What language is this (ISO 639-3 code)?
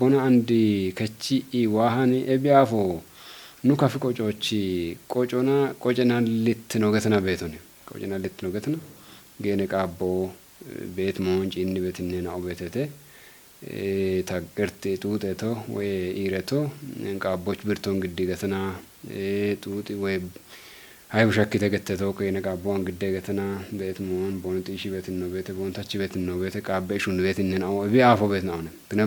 kbr